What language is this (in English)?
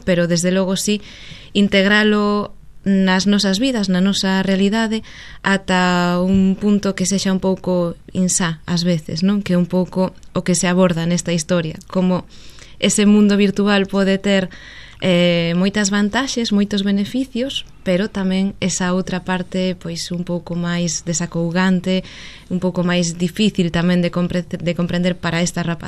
Galician